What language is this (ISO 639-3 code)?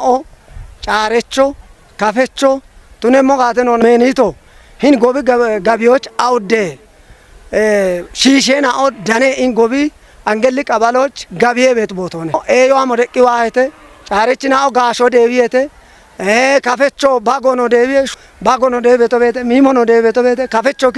kbr